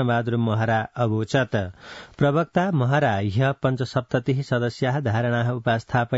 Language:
Sanskrit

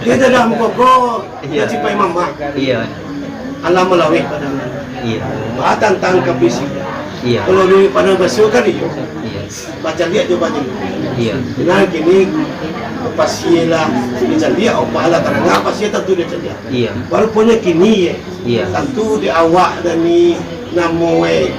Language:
Minangkabau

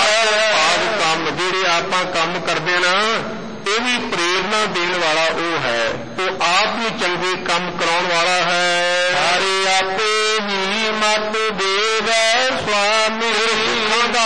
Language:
Punjabi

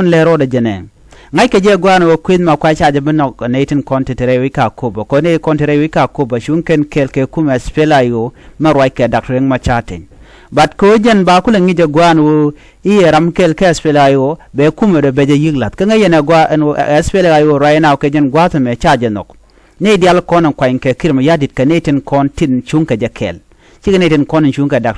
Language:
Nuer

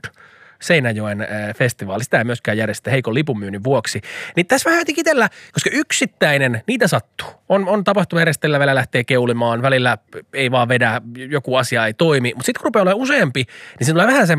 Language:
Finnish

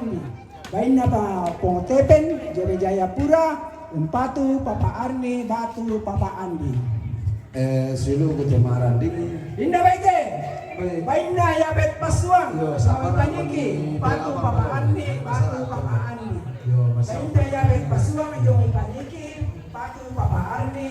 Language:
Toraja-Sa'dan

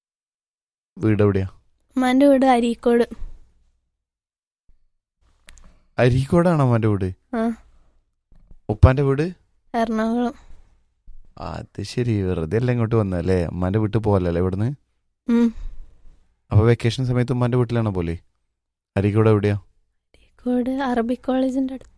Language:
Malayalam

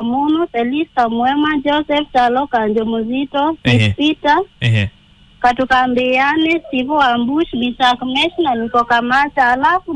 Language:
Kamba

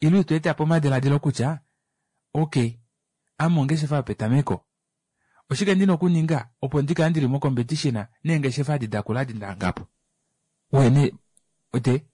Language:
Kuanyama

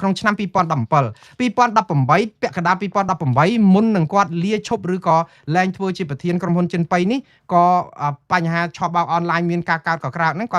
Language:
Khmer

